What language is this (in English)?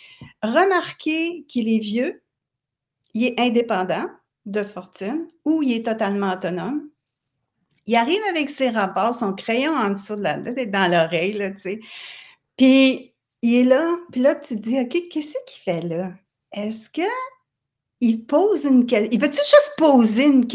French